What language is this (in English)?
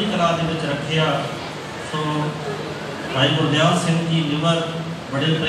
Punjabi